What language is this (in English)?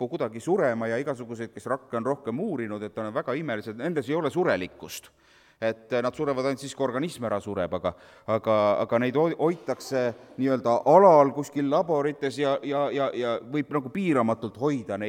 Estonian